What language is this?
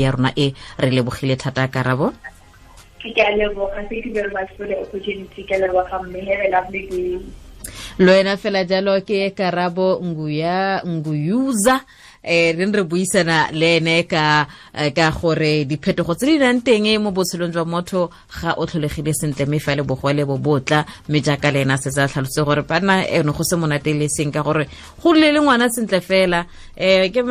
Tswana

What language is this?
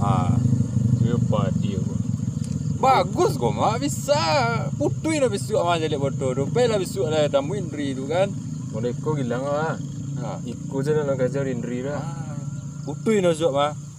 Minangkabau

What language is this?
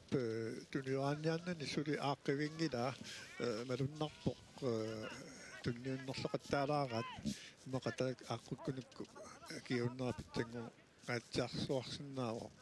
Kalaallisut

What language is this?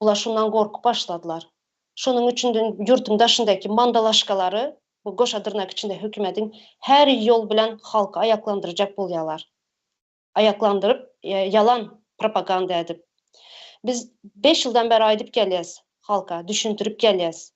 Turkmen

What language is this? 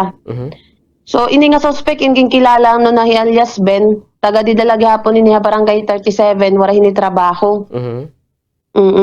Waray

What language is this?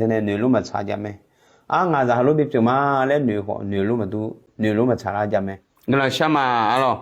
Akha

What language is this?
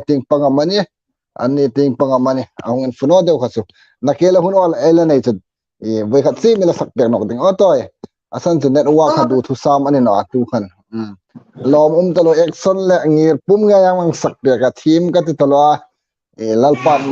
Hmar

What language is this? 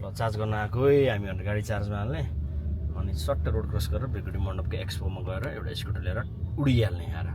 Nepali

